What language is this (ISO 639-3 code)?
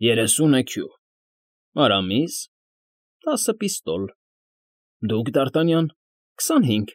hye